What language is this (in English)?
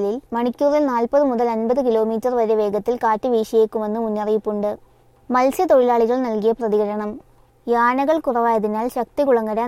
Malayalam